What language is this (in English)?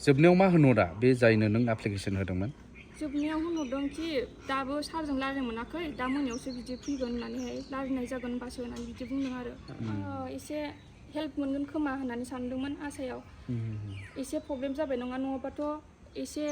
Bodo